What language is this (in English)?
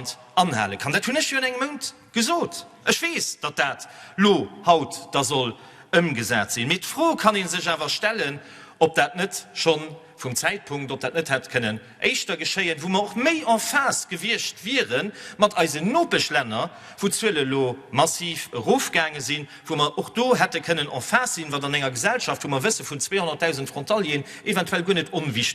Luxembourgish